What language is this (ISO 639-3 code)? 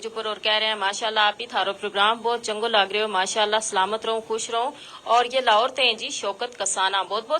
gju